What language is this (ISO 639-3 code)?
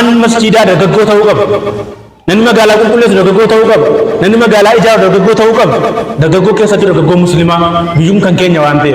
orm